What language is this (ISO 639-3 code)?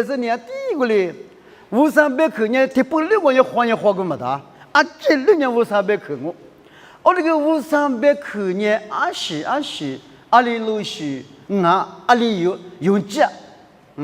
lis